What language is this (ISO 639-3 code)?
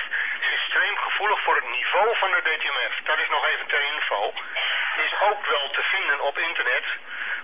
nld